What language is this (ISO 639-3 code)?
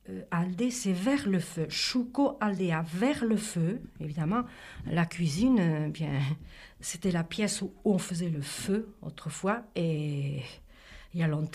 eus